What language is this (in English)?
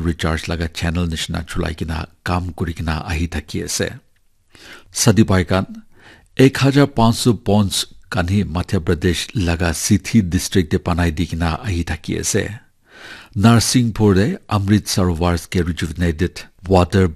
Naga Pidgin